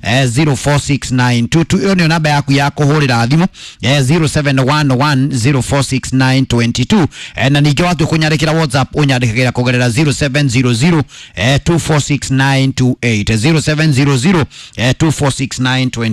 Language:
Kikuyu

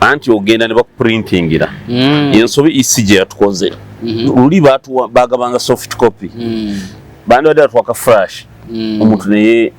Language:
Ganda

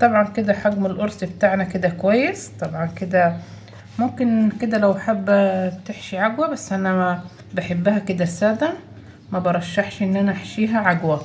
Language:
Egyptian Arabic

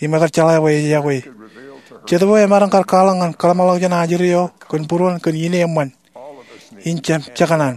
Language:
Marshallese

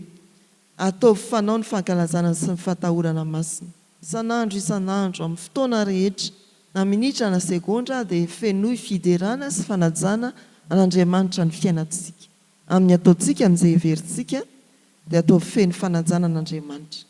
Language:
Malagasy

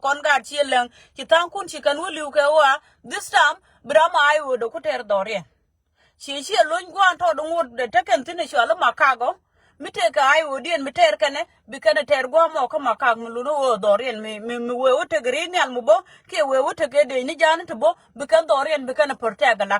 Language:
Nuer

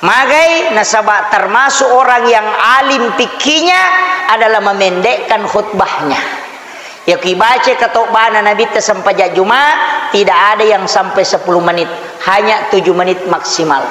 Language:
Buginese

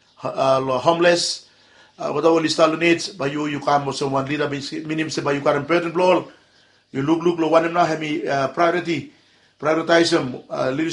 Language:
Bislama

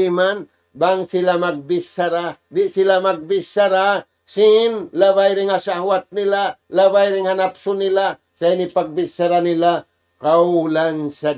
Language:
Tausug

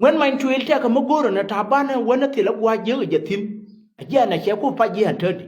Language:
Nuer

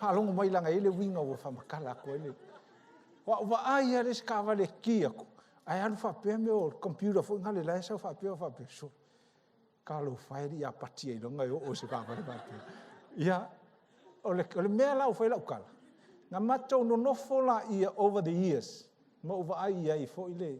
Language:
Samoan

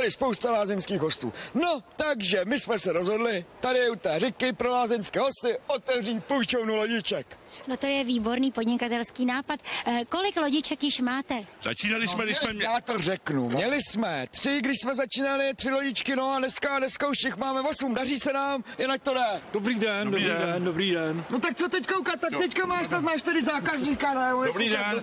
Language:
Czech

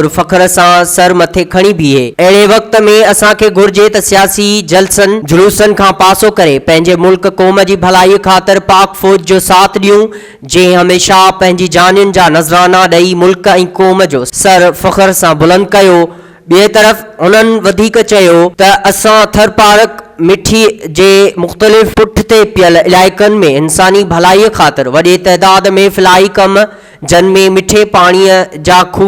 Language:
Sindhi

